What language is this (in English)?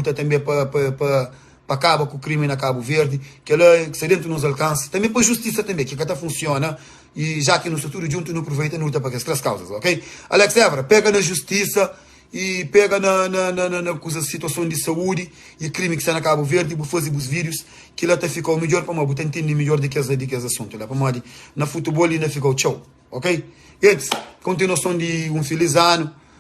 Kabuverdianu